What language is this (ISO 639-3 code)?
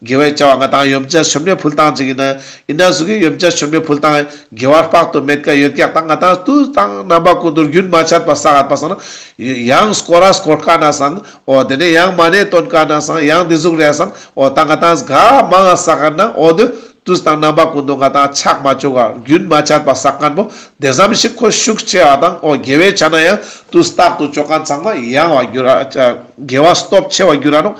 lbj